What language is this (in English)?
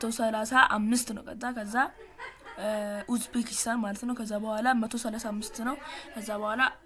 Amharic